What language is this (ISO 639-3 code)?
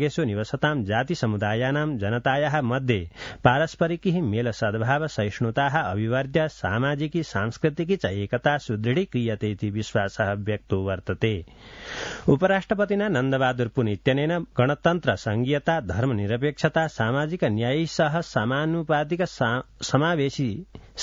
san